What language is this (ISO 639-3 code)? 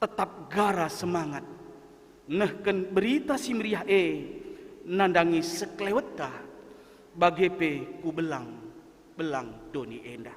btx